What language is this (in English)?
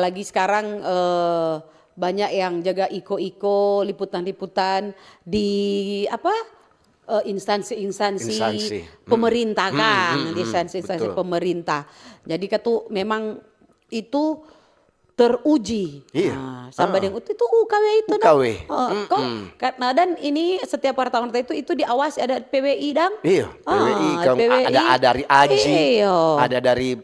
Manado Malay